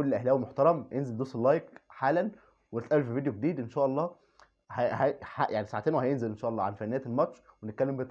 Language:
Egyptian Arabic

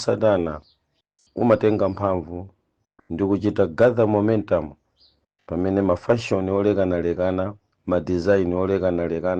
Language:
Nyanja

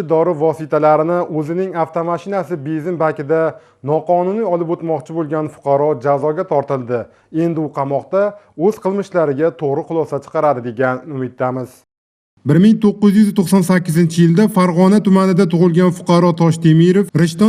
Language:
Uzbek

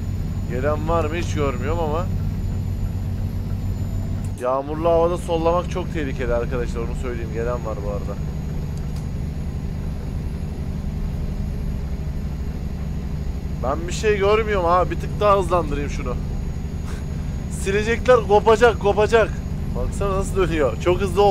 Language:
Turkish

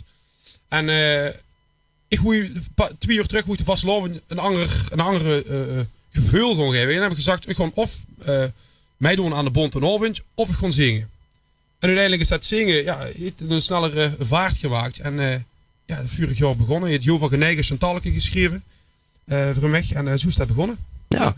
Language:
Limburgish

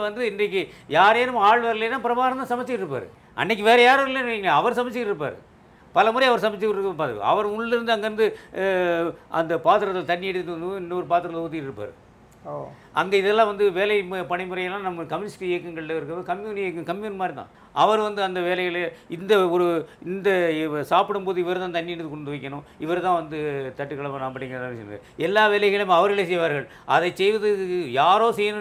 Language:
Tamil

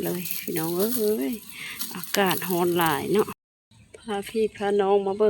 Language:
Lao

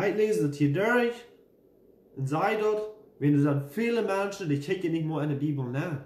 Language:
Plautdietsch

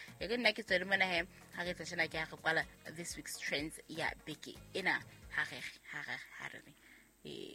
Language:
Southern Sotho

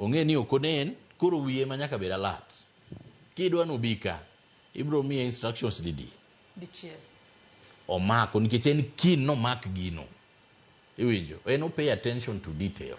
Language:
Luo (Kenya and Tanzania)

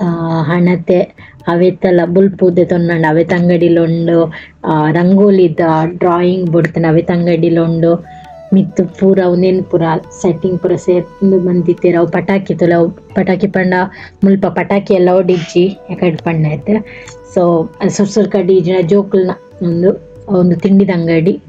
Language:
Tulu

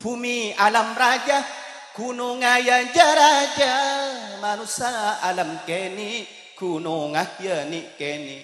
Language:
Madurese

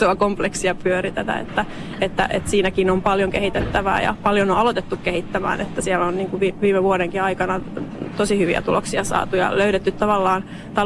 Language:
Finnish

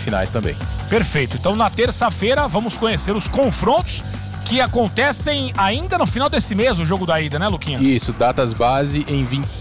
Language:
Portuguese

